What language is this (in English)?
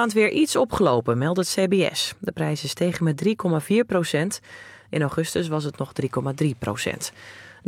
Dutch